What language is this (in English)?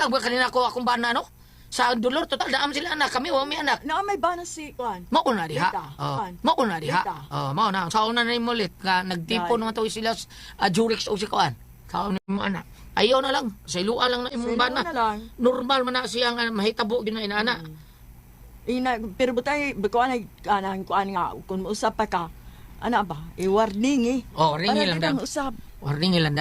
Cebuano